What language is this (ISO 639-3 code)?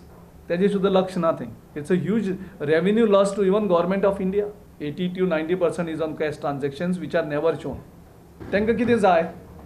kok